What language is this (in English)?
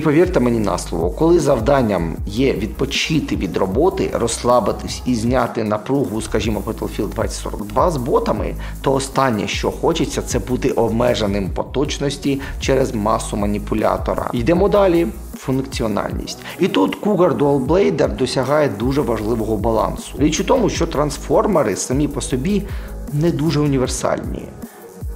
Ukrainian